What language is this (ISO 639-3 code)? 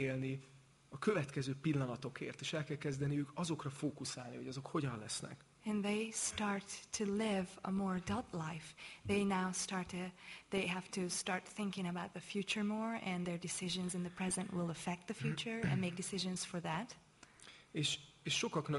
hun